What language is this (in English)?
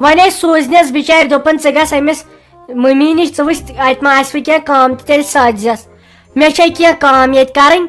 Kashmiri